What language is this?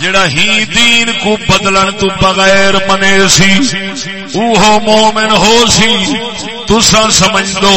Saraiki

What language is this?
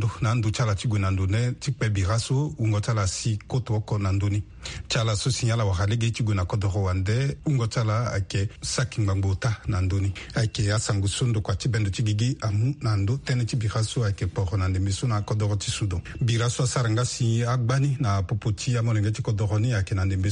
Sango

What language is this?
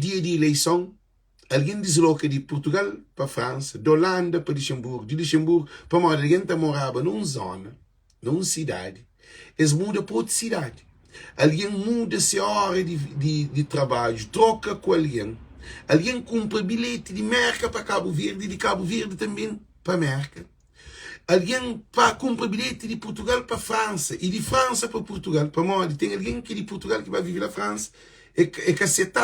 Kabuverdianu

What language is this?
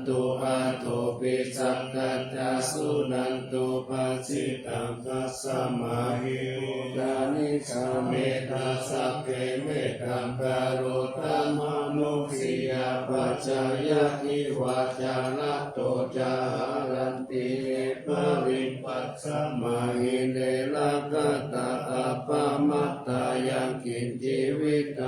Pali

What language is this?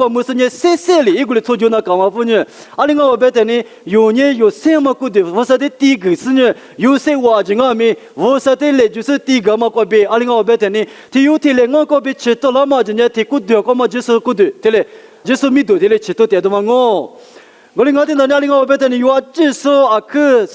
Lisu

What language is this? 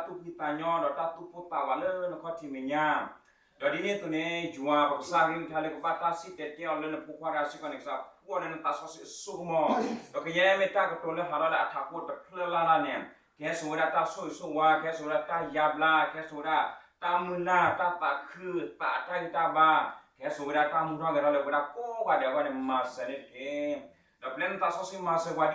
S'gaw Karen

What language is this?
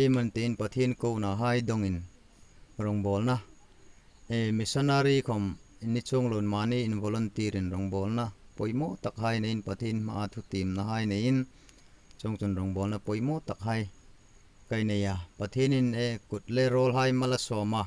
Hmar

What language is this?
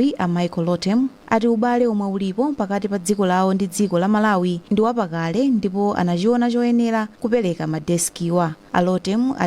Nyanja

